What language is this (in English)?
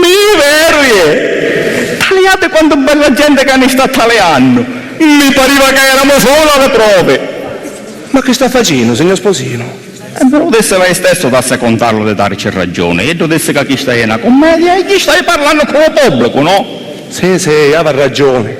Sicilian